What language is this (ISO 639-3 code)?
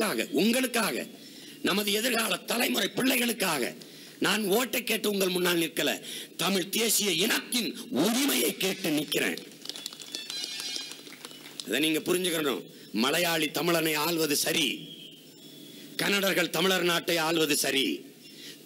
tam